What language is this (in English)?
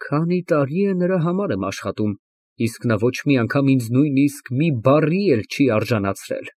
Armenian